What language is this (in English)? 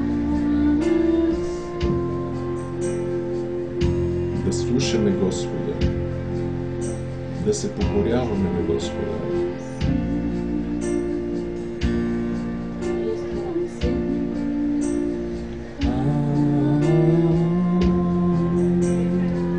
Bulgarian